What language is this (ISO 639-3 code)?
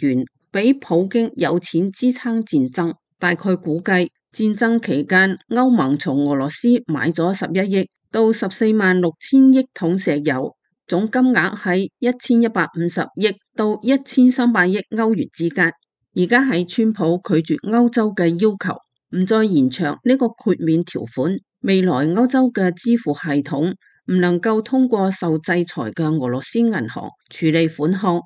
yue